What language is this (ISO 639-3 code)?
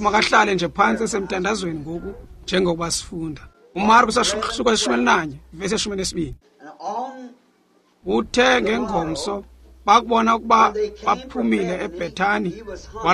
xho